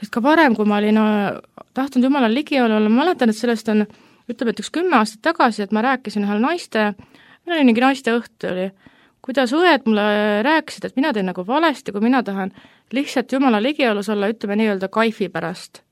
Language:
Estonian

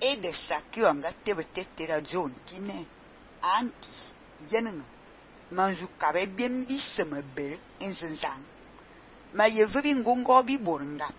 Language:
Fang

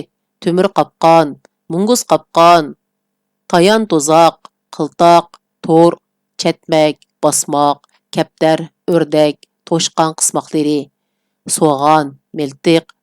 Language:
Uyghur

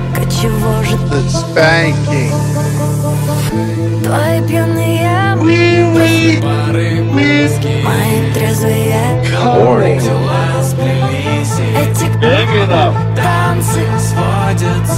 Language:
Russian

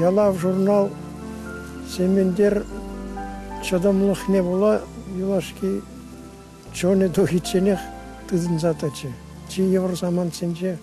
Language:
Chuvash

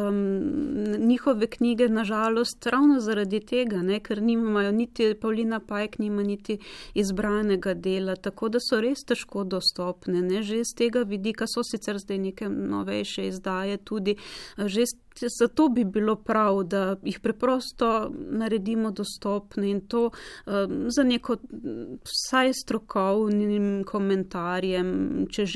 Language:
Slovenian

